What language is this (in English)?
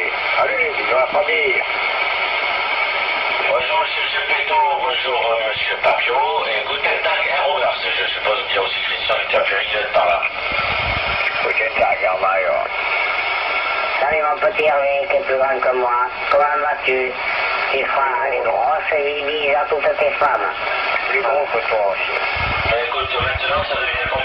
French